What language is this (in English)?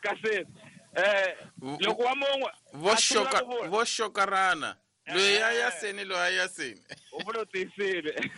Tsonga